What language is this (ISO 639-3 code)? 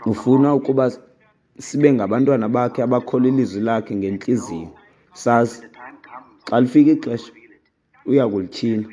xho